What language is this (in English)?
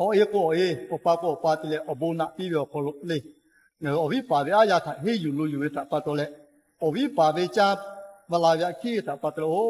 Lahu